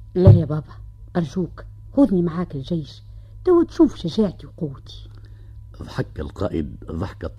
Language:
Tunisian Arabic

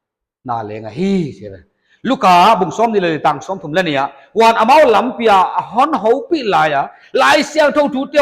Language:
Paite Chin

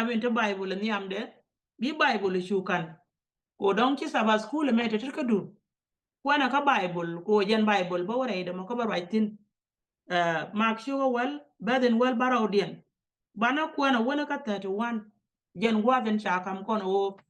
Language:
Nuer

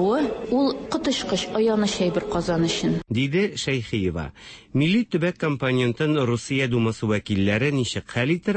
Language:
Tatar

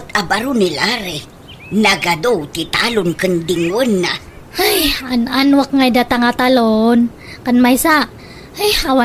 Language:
Iloko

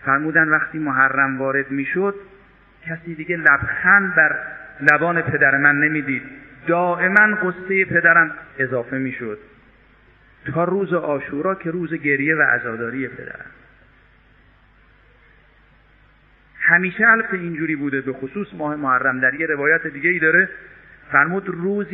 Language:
Persian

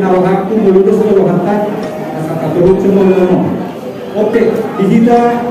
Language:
Batak Toba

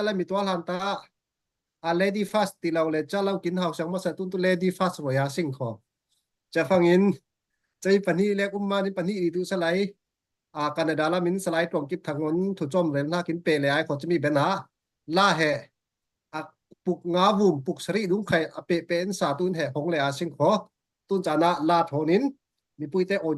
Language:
Falam Chin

